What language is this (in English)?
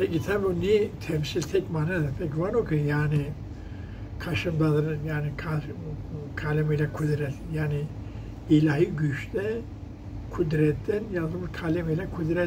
Zaza